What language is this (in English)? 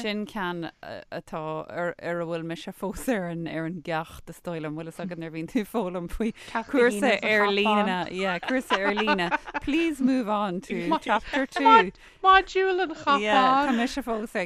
Irish